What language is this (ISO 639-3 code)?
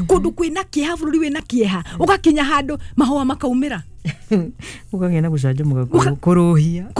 kik